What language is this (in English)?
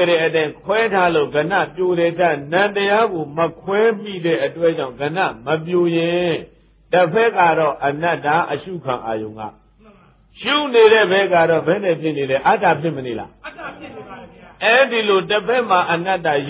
Burmese